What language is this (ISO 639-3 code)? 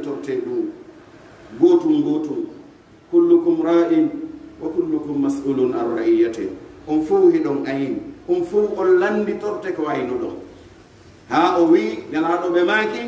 fuf